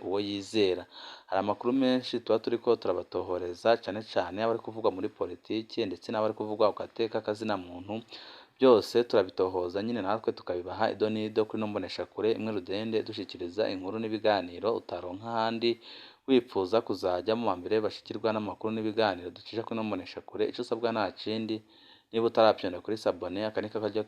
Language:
Rundi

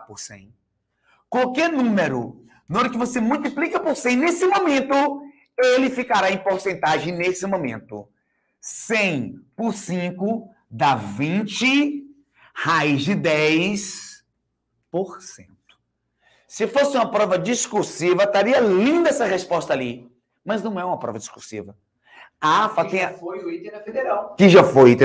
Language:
Portuguese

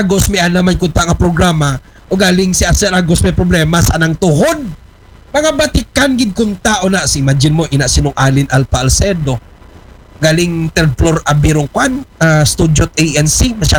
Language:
Aklanon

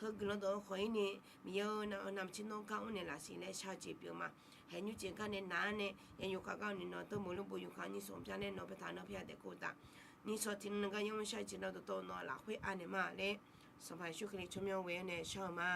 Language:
Akha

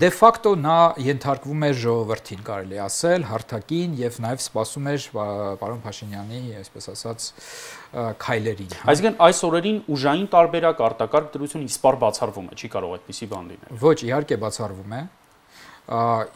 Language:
Armenian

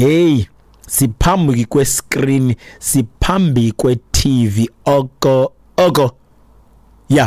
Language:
Xhosa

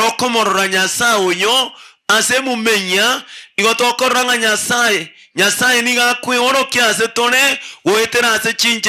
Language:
Gusii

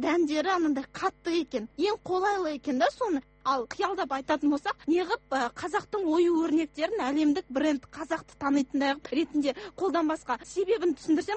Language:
Kazakh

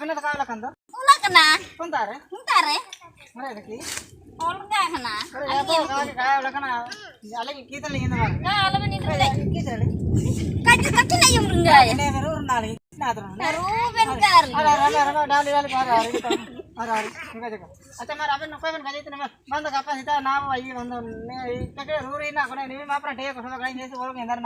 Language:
Ho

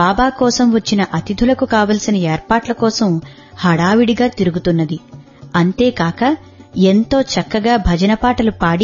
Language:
Telugu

